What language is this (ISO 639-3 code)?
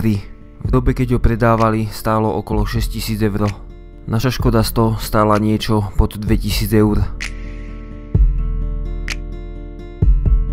slk